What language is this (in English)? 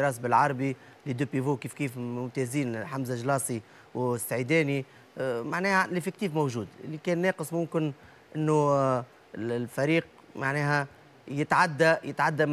Tunisian Arabic